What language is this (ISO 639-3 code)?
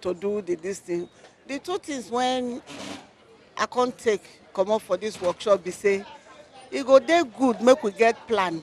pcm